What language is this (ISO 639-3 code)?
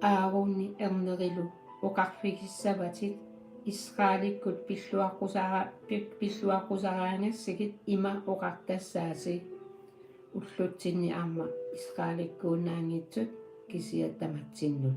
kal